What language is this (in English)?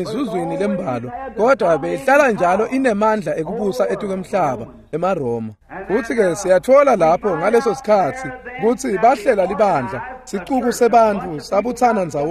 Swati